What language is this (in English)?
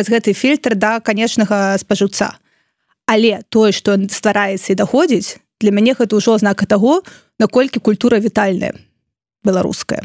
Belarusian